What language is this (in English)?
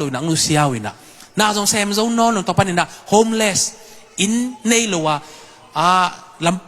Tedim Chin